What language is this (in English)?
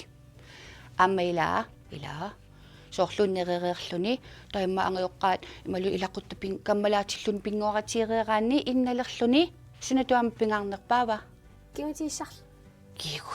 Kalaallisut